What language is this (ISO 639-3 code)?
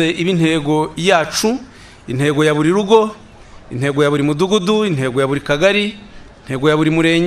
kin